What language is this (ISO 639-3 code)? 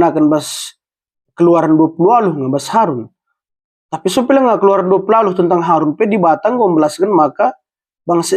btx